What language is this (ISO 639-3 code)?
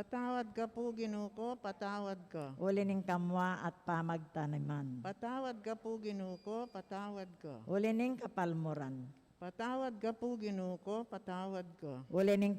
pam